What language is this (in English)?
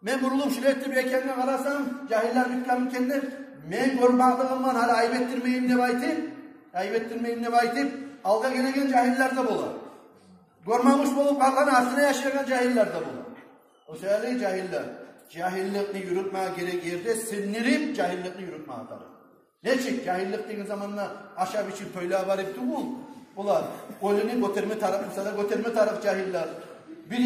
Kumyk